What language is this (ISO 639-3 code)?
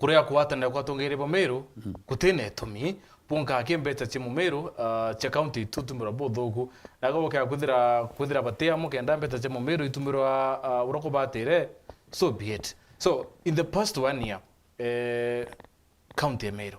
mer